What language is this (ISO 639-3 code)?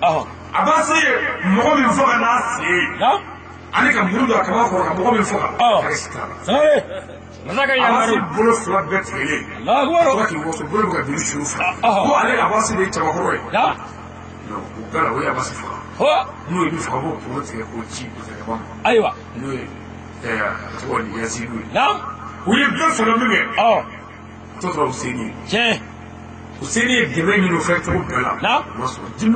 bam